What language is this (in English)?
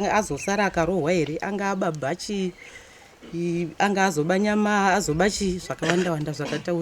Shona